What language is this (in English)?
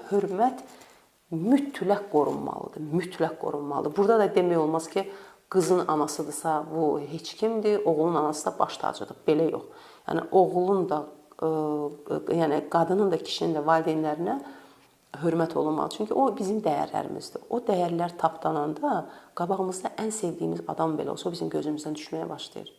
Azerbaijani